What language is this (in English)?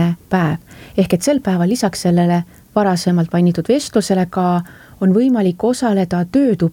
Estonian